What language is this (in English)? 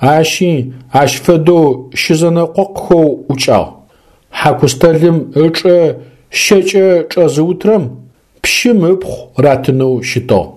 Adyghe